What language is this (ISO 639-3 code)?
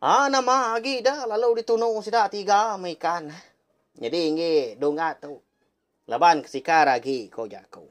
iba